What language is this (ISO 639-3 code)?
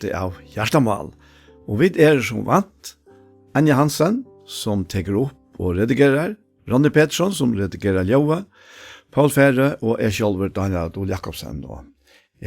fao